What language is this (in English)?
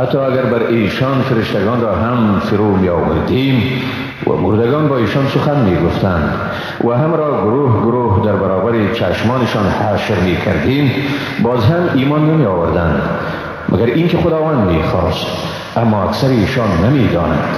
Persian